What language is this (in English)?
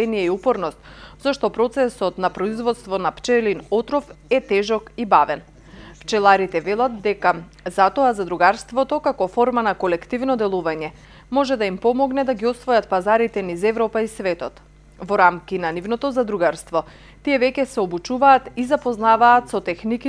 Macedonian